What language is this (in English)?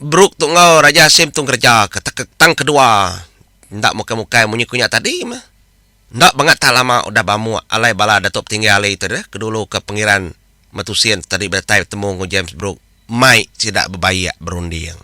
Iban